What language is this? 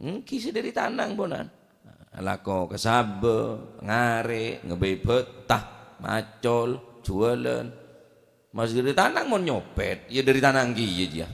Madurese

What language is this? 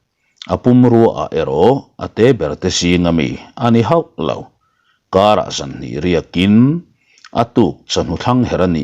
Mizo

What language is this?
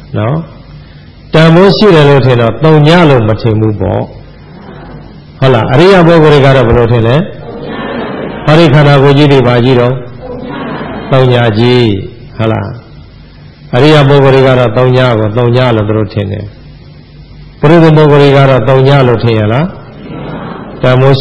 Burmese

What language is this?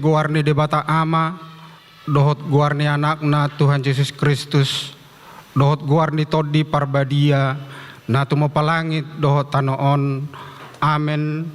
Batak Toba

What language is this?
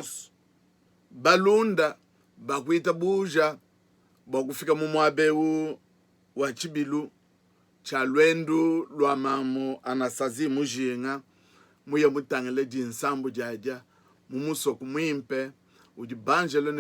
Luba-Lulua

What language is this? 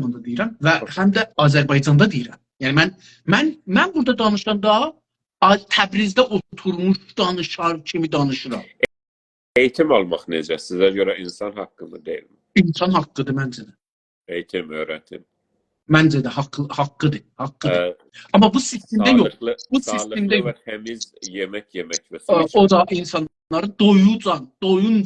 South Azerbaijani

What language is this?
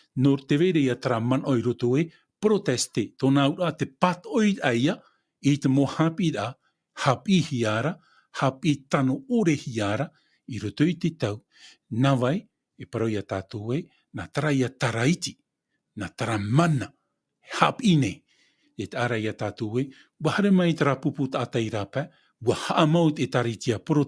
Tahitian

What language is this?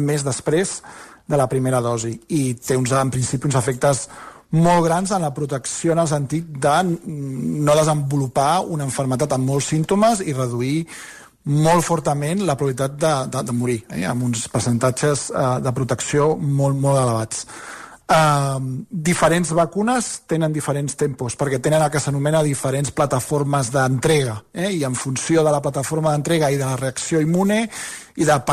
Catalan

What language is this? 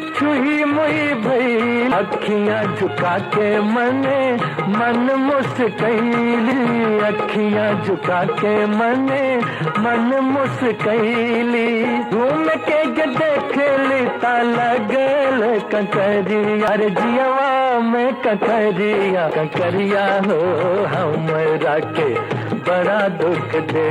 Magahi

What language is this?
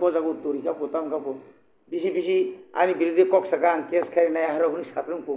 Kok Borok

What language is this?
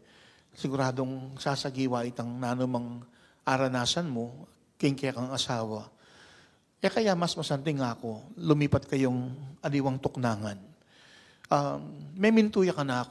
Pampanga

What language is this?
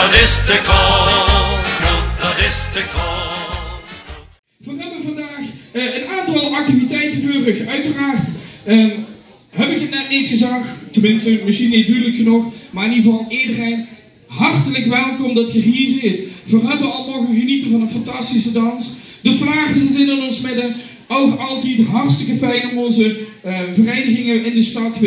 Limburgish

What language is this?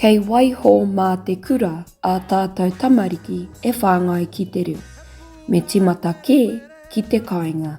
Māori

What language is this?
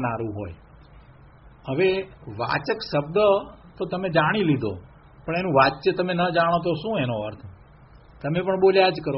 Gujarati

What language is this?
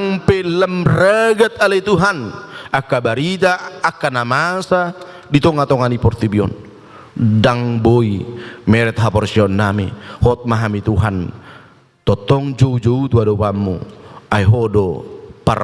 Batak Toba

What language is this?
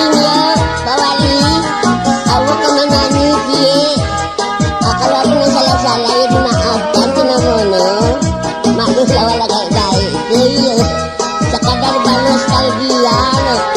Minangkabau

